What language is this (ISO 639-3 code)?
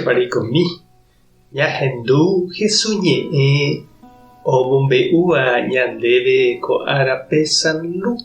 grn